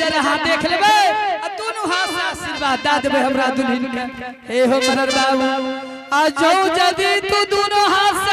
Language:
Angika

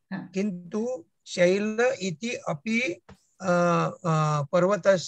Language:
Sanskrit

